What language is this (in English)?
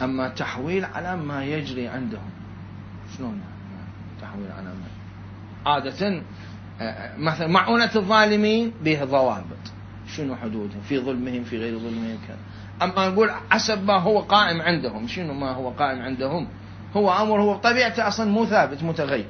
Mesopotamian Arabic